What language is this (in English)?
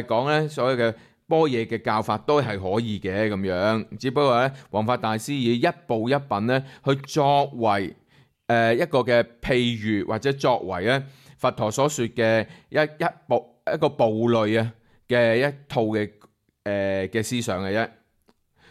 Cantonese